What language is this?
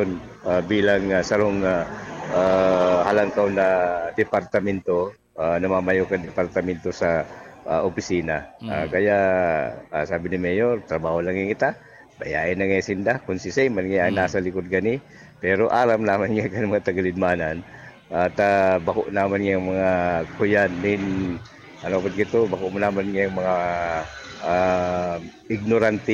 Bikol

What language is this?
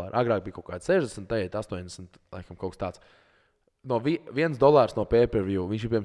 Latvian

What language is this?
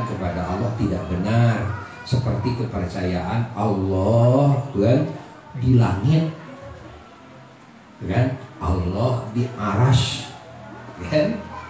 Indonesian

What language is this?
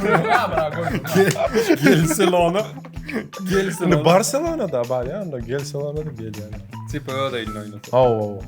Turkmen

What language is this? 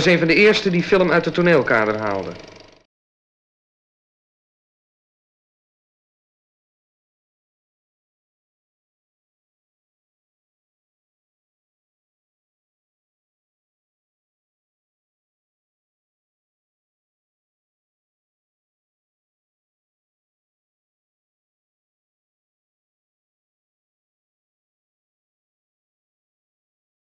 Dutch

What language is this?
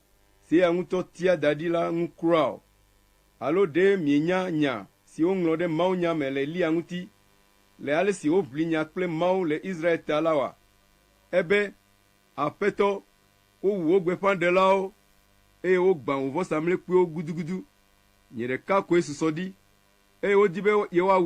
Ewe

